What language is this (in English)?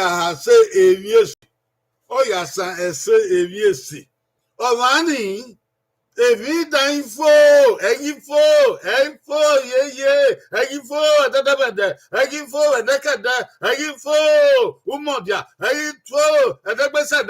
Bini